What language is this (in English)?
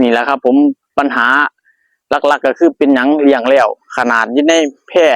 Lao